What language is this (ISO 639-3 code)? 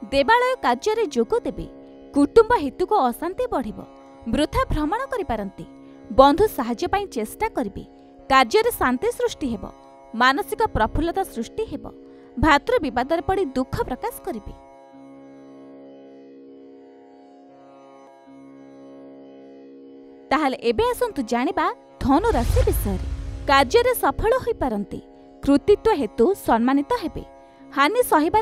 ori